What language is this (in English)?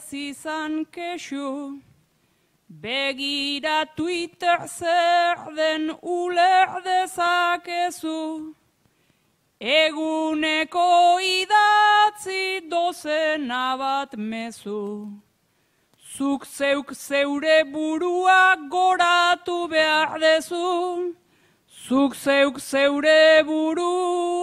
Basque